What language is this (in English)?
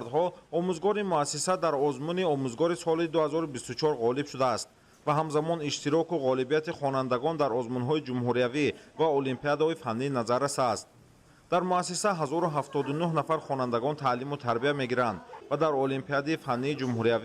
Tajik